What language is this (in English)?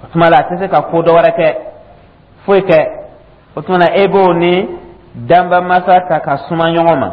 Dyula